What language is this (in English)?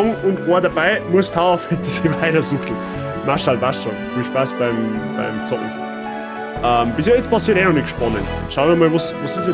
Bavarian